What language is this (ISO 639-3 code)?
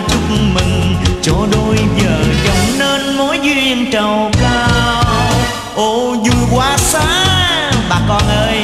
vie